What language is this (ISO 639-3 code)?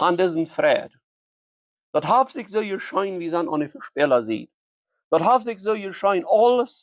pdt